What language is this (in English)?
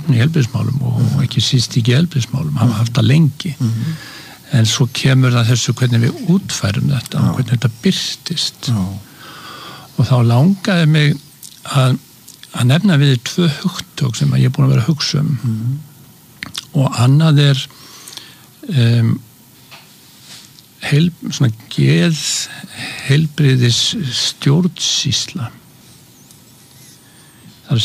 Icelandic